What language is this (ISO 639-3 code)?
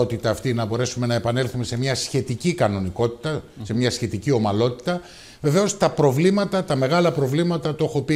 ell